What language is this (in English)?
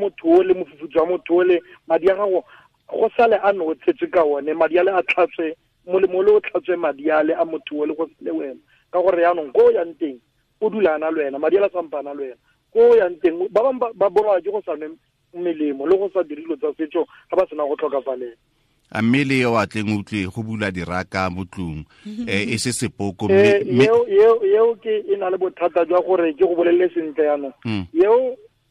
Tswana